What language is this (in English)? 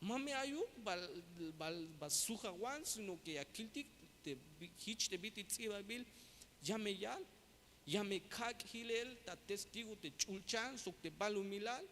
Tzeltal